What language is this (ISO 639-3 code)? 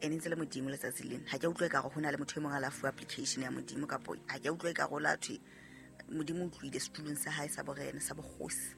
sot